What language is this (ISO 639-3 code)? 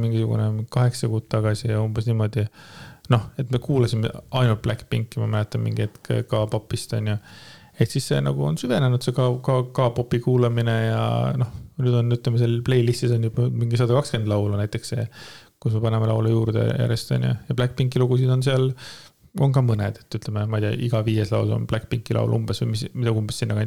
est